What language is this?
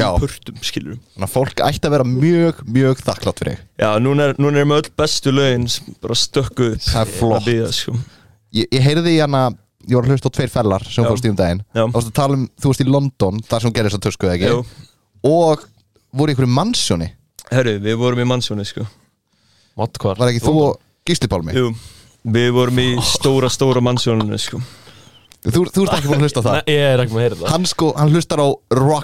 Icelandic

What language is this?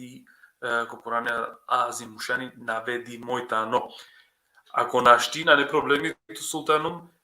Balkan Romani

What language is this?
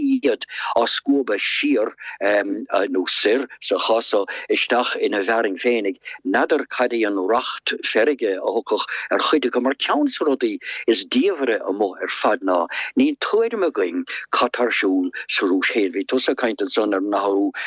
Irish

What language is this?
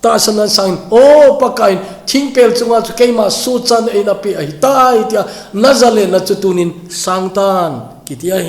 Thado Chin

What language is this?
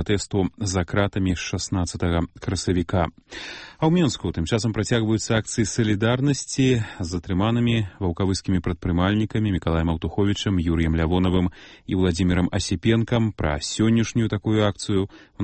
Belarusian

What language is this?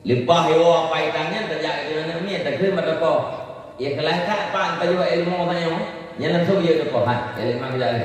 Achinese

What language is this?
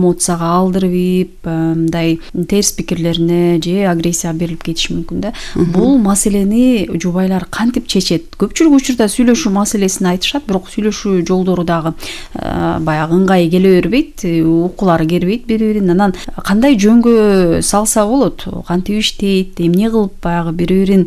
Kyrgyz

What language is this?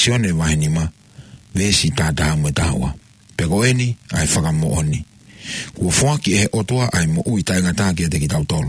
Tongan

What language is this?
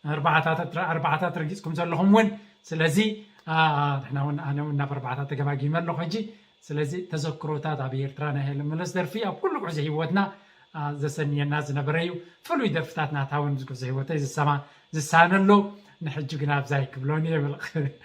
Tigrinya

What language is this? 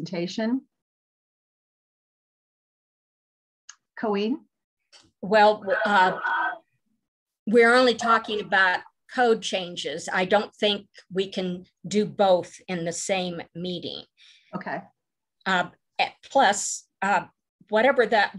English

